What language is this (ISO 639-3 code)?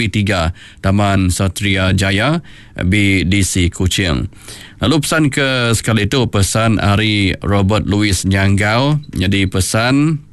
iba